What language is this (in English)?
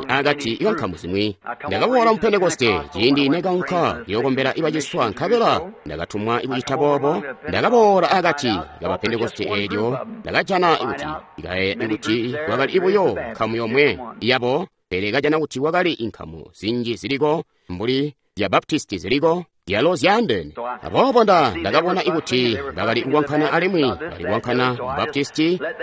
Tonga (Zambia)